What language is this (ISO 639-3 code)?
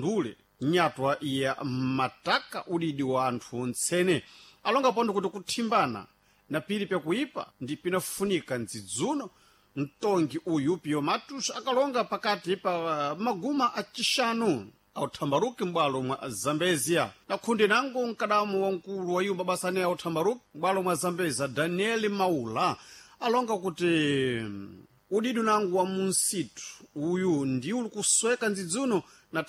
seh